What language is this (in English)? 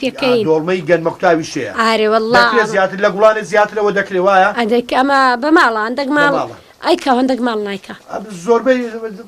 Central Kurdish